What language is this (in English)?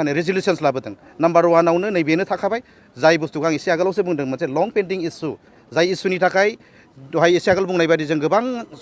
Bodo